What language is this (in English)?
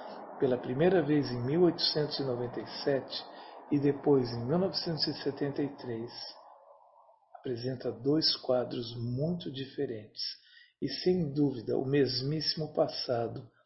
Portuguese